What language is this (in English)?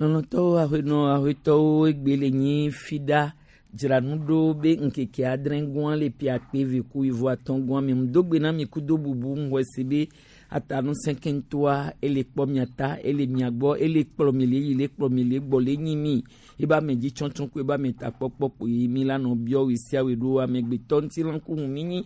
Gen